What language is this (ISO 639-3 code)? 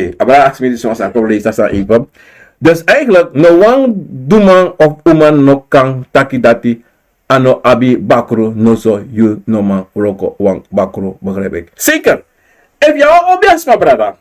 srn